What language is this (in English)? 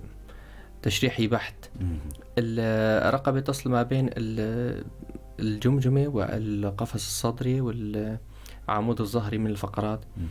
North Levantine Arabic